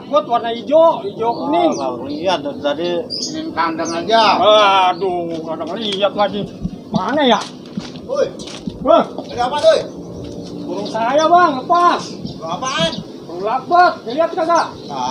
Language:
Betawi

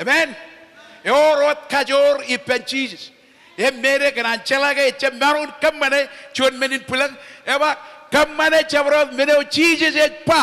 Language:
Marshallese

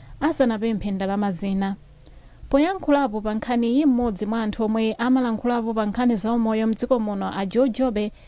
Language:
Nyanja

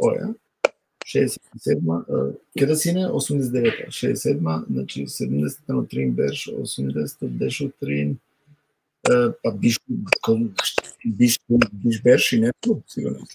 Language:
Balkan Romani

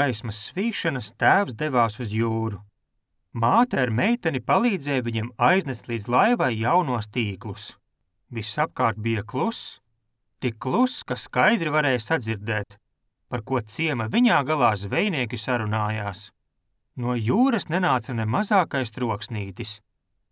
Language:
Latvian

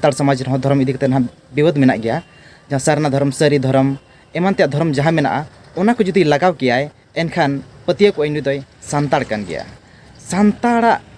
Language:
Santali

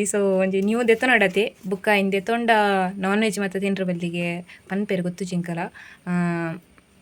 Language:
Tulu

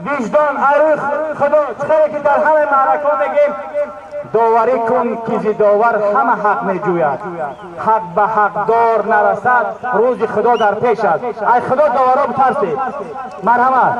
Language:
Tajik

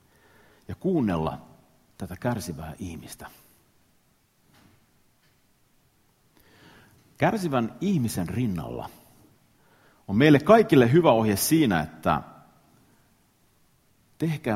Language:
Finnish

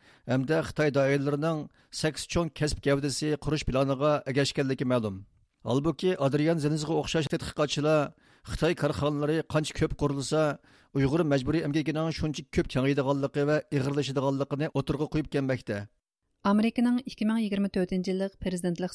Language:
Uyghur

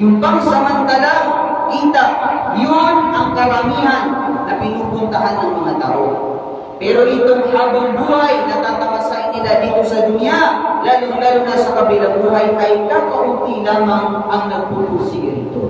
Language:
Maranao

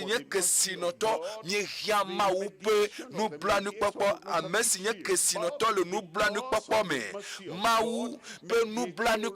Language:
Ewe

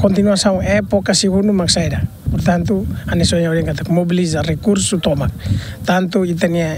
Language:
Tetum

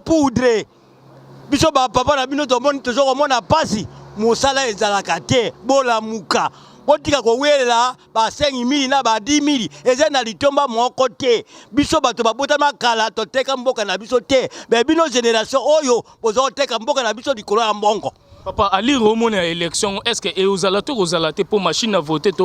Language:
Lingala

